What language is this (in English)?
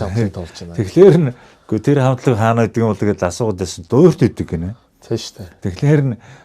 Mongolian